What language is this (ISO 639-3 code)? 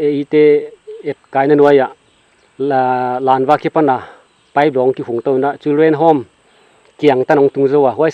pck